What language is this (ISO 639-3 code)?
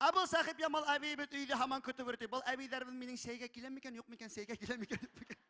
bak